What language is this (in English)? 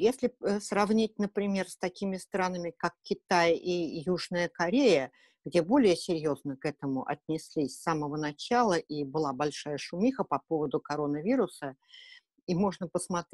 Russian